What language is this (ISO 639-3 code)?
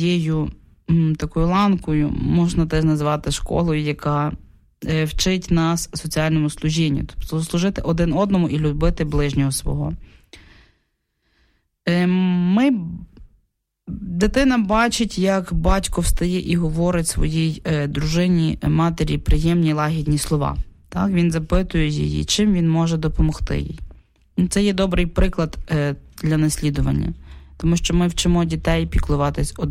ukr